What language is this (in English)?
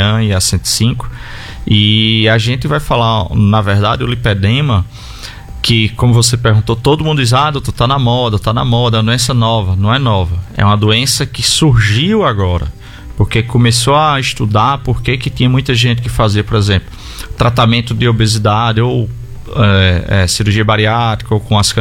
Portuguese